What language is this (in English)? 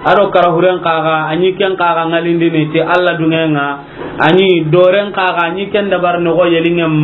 Soninke